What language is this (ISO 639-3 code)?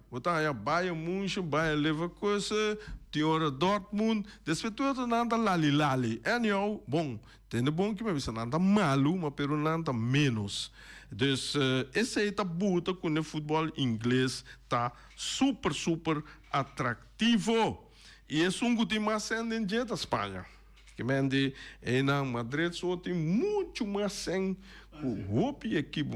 pap